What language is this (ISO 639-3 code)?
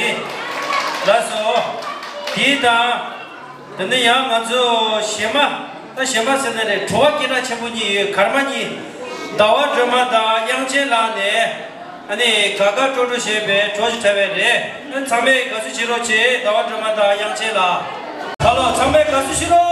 bod